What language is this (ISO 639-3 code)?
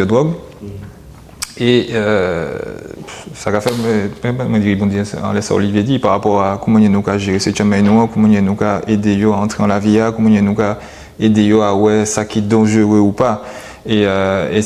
gcf